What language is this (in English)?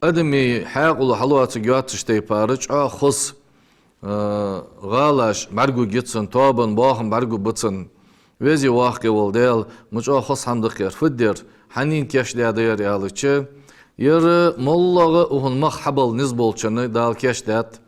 Ingush